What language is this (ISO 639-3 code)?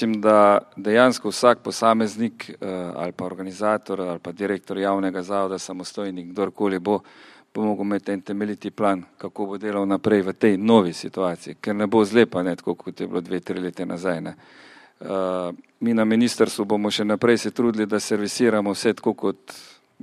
slv